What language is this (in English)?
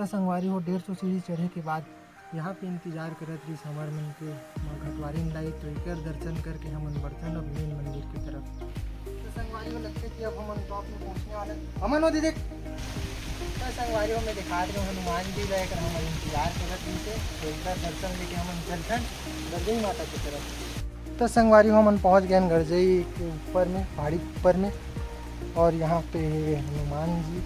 Chhattisgarhi